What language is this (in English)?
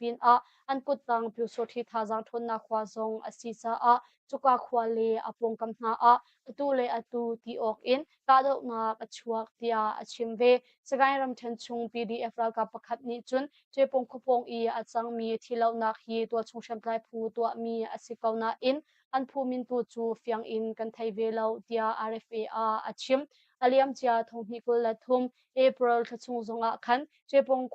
Hakha Chin